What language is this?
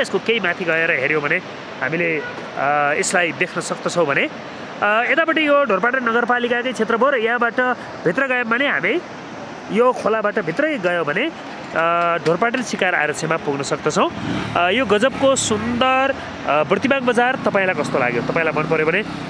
Nepali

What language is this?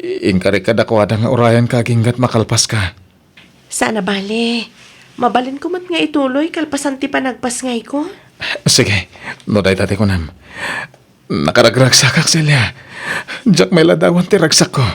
Iloko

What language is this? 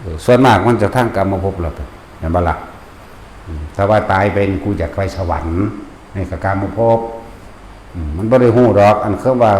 Northeastern Thai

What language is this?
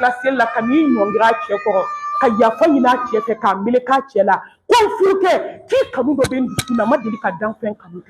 Bambara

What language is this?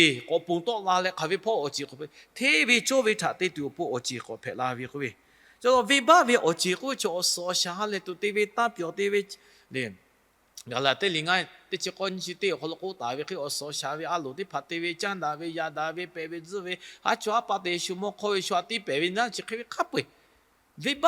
Lahu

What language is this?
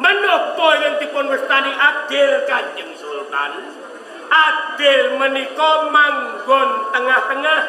Javanese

